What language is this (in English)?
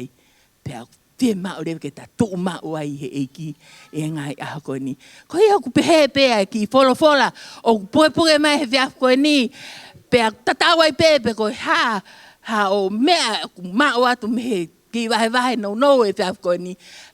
Tongan